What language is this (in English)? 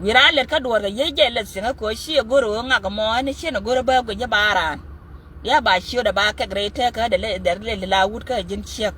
Nuer